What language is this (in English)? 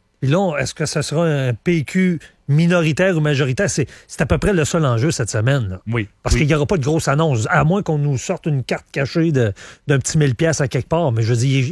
French